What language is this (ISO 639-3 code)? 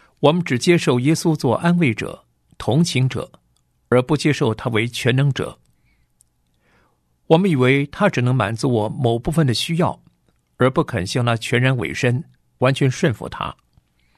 zho